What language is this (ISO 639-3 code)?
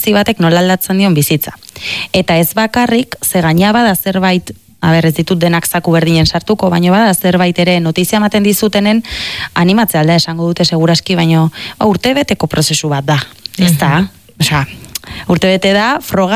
eus